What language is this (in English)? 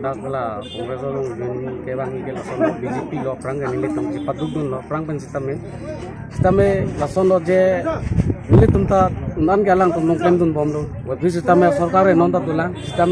Karbi